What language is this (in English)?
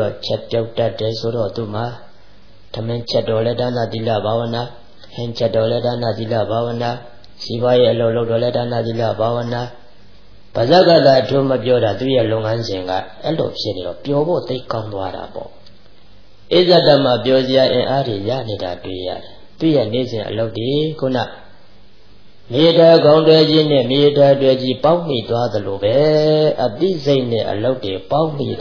Burmese